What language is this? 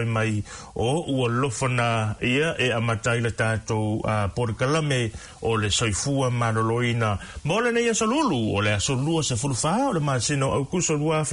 Samoan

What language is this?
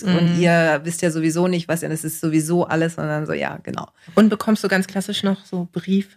German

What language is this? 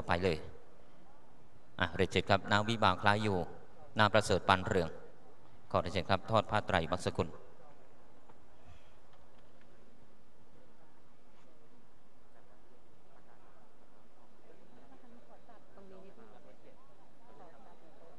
Thai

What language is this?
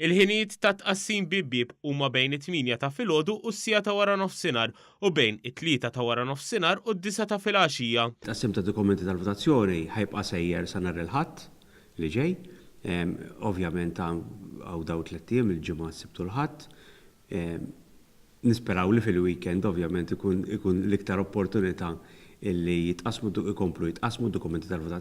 Maltese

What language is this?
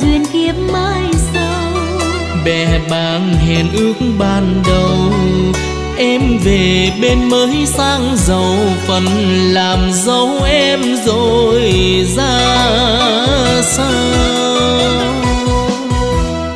Vietnamese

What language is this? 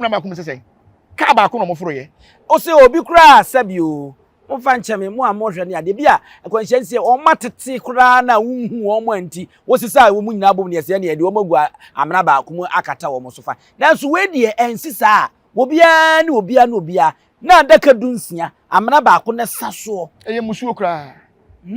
Akan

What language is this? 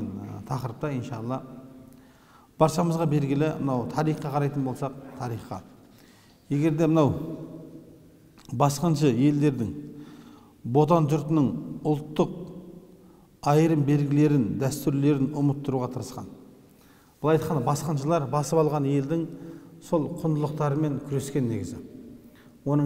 Kazakh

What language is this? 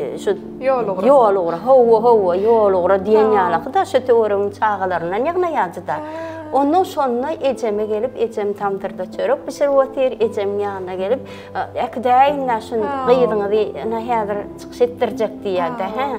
Turkmen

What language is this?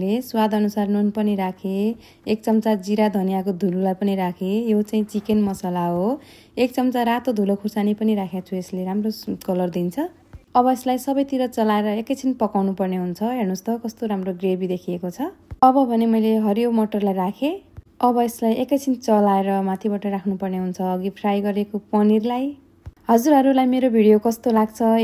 Nepali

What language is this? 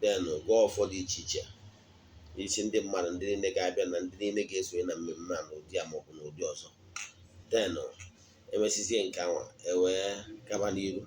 Igbo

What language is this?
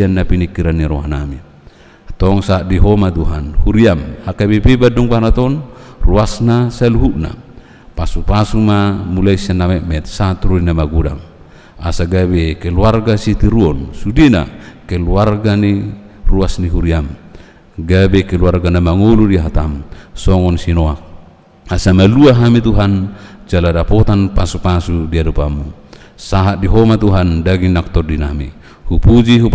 Batak Toba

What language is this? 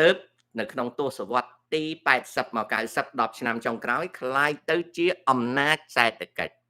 Khmer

